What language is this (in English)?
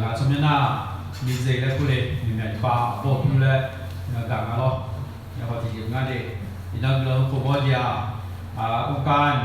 Akha